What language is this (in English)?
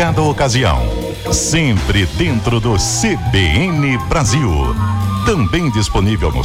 Portuguese